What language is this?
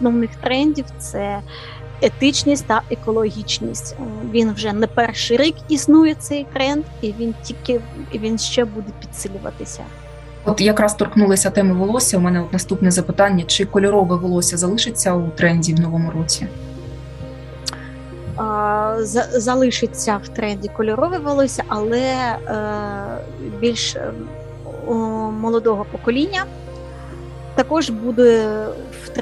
Ukrainian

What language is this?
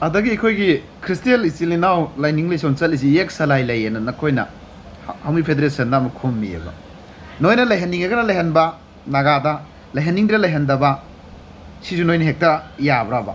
Manipuri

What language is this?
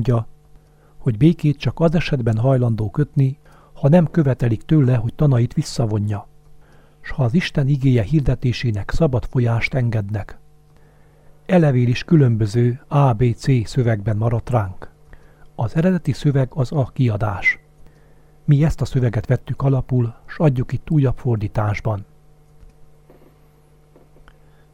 Hungarian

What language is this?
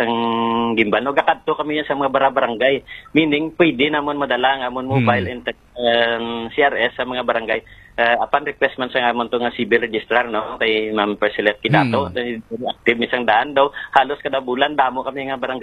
Hiligaynon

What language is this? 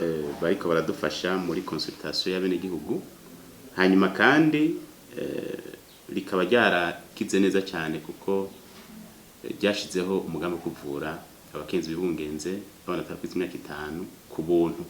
Rundi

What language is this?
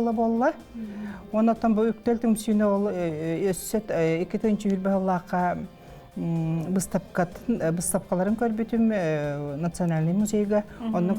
Yakut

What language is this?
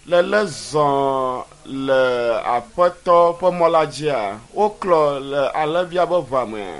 Ewe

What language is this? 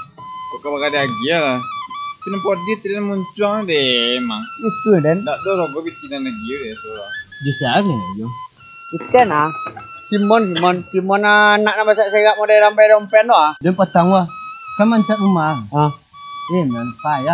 Minangkabau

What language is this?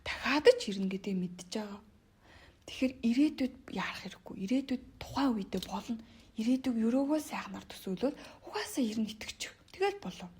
Mongolian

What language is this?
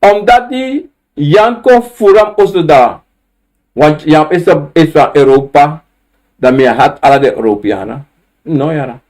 Sranan Tongo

